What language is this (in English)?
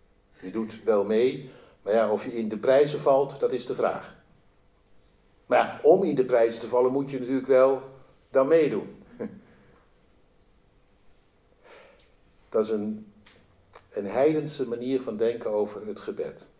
Dutch